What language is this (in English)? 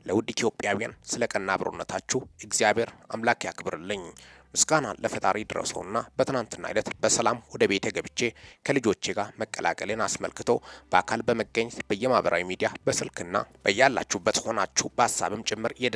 Amharic